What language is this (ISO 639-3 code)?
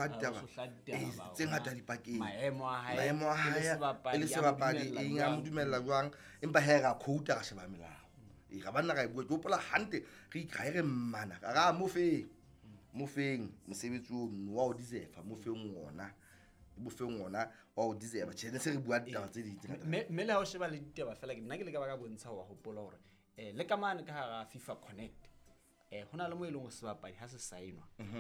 sot